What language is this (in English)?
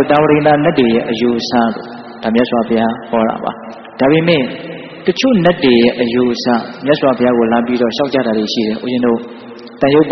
Burmese